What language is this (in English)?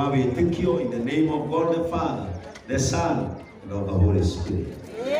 Kikuyu